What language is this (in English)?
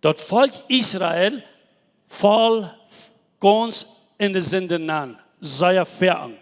Plautdietsch